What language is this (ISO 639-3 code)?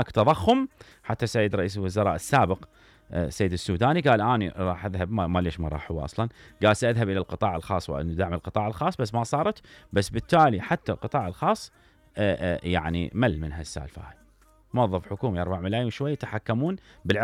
acm